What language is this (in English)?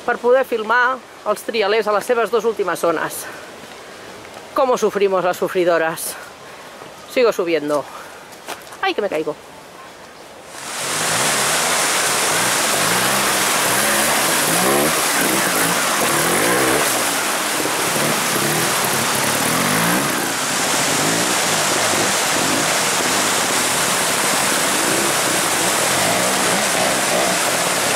Catalan